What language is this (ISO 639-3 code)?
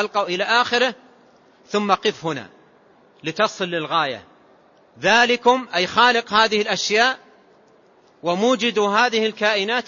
ara